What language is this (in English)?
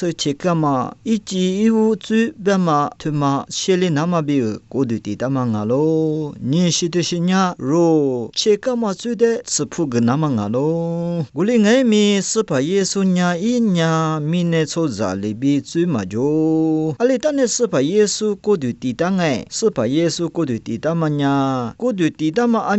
Lisu